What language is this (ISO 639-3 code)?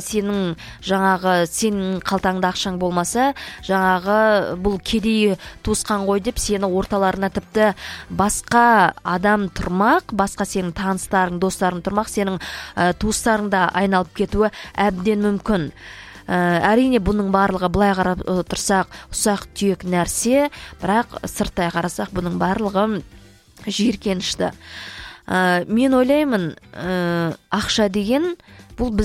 kaz